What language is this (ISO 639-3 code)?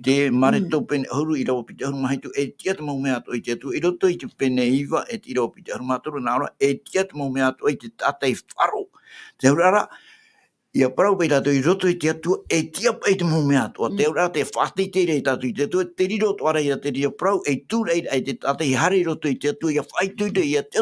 tah